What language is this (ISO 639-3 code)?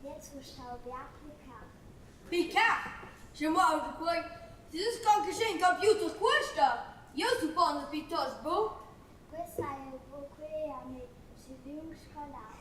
roh